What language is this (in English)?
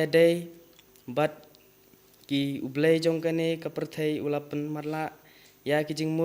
Khasi